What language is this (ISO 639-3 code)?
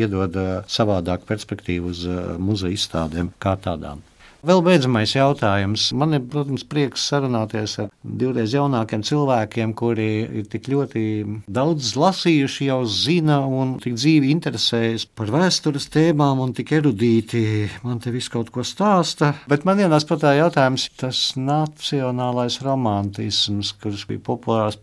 lav